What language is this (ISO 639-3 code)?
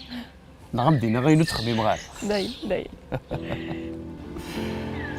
kab